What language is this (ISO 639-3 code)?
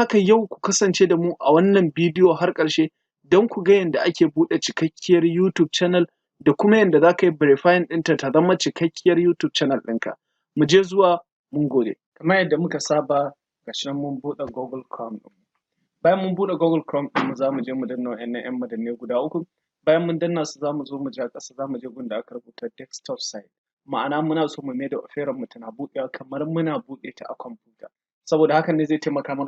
hau